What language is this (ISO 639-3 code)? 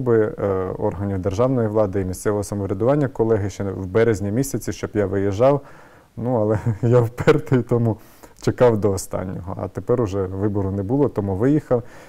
ukr